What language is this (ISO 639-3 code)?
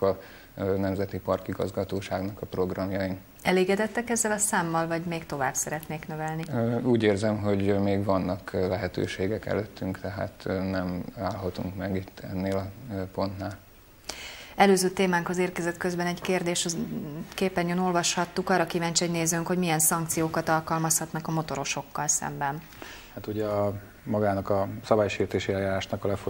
hun